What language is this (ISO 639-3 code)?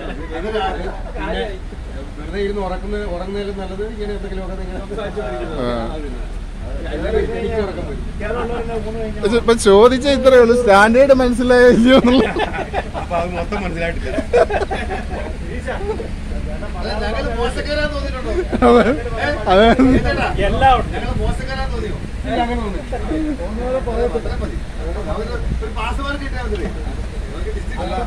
mal